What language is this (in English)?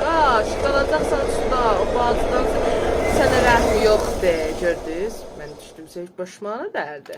South Azerbaijani